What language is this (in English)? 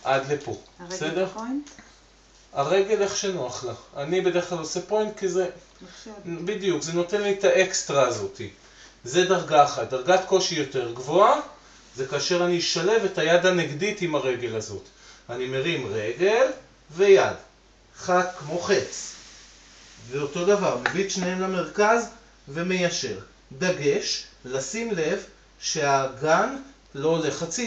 Hebrew